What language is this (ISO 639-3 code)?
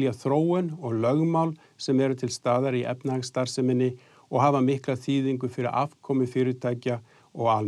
isl